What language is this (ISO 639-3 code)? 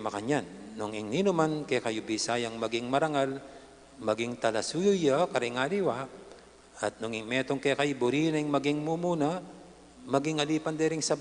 pam